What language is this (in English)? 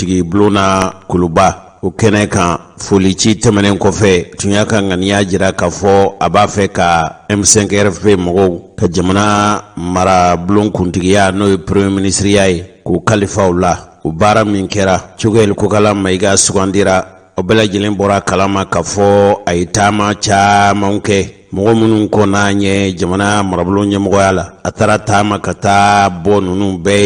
Bambara